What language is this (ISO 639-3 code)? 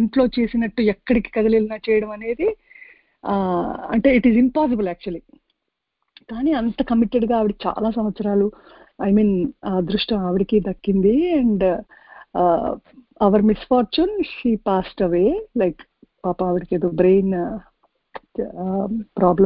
tel